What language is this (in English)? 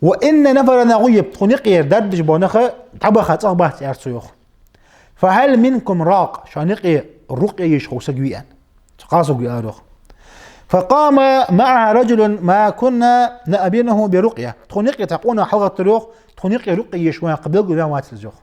Ingush